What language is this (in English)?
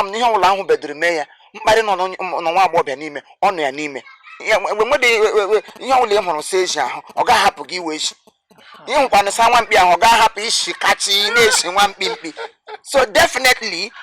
Igbo